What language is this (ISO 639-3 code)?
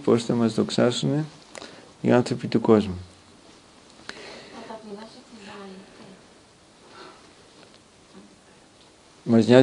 ell